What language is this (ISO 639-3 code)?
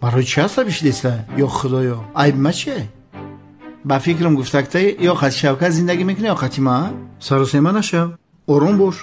tgk